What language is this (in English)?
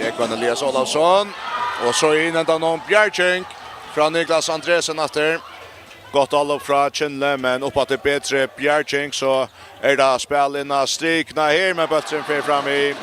Faroese